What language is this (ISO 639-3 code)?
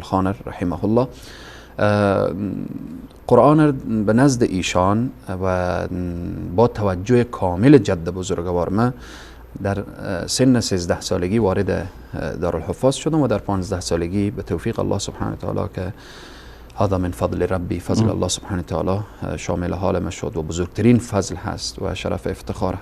fas